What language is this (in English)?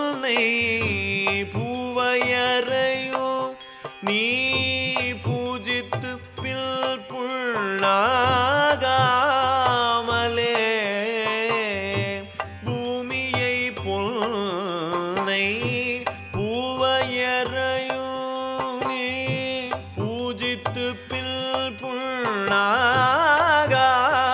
Tamil